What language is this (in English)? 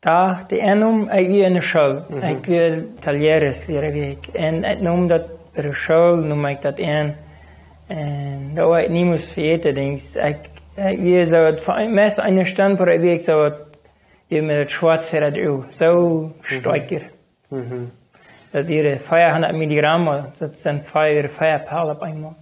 Plautdietsch